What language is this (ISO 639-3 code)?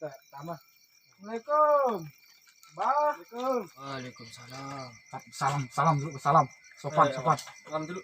sas